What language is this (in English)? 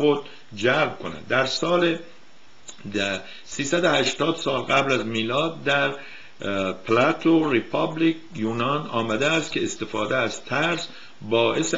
Persian